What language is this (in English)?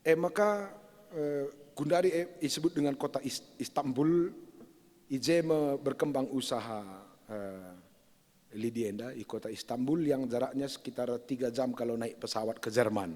Batak Karo